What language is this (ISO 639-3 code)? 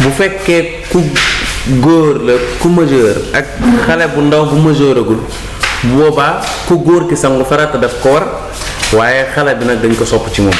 wol